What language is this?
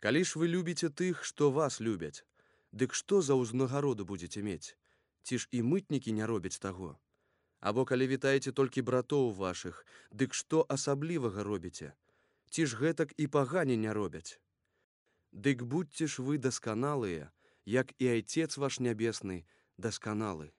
Belarusian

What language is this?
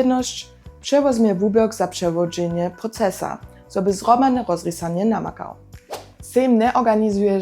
Upper Sorbian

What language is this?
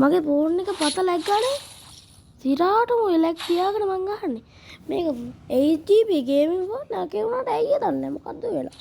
Sinhala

